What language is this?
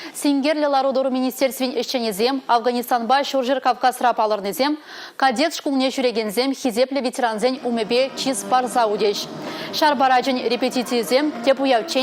Chuvash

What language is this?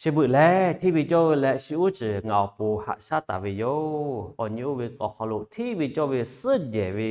Lahu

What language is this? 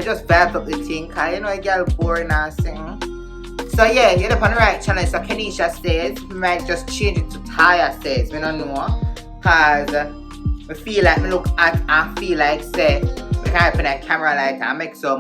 Jamaican Creole English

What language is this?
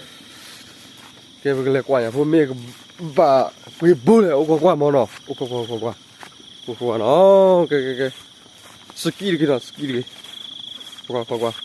S'gaw Karen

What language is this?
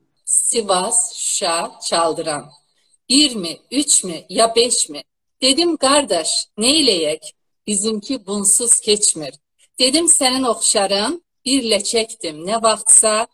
South Azerbaijani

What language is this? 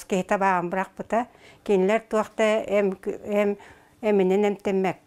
Yakut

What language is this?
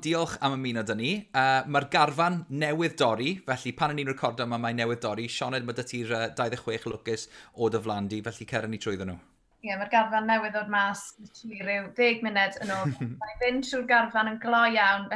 Welsh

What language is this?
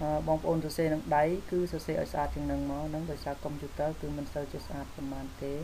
Khmer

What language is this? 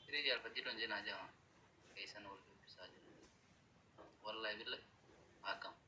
Oromo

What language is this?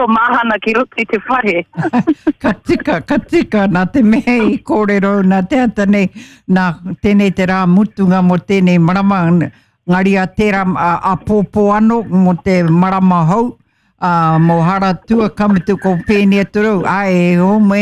Māori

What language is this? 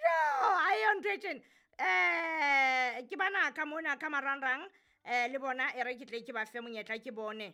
Southern Sotho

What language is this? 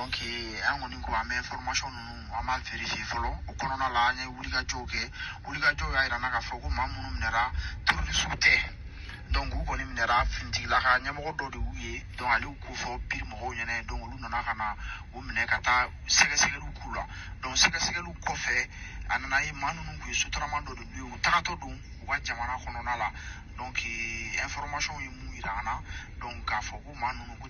Bambara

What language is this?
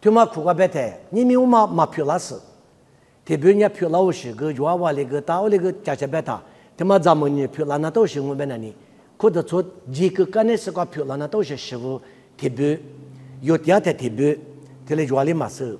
Lisu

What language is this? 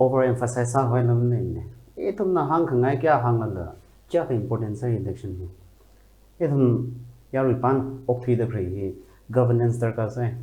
Tangkhul Naga (India)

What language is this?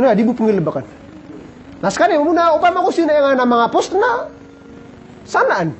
Maranao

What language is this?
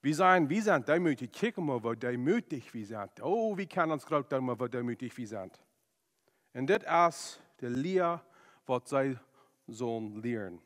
Plautdietsch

